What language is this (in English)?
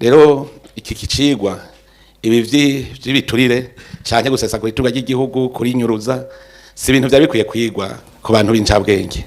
Rundi